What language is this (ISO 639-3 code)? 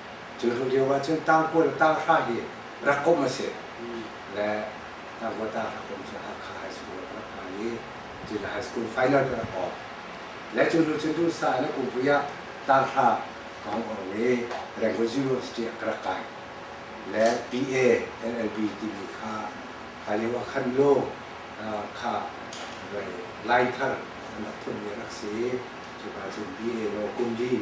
cnh